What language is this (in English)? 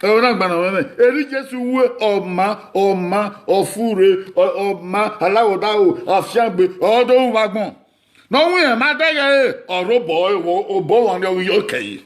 Bini